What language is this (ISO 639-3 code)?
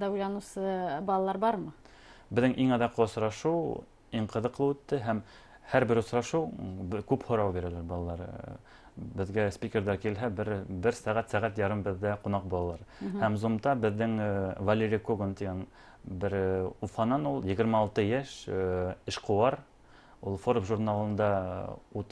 bak